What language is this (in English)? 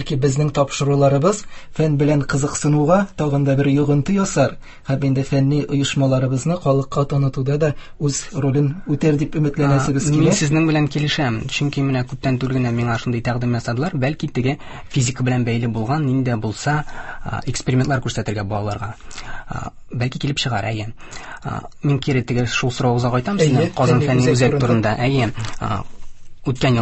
Tatar